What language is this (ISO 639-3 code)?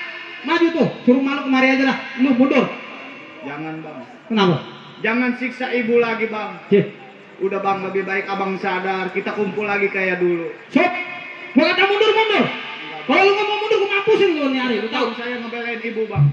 bew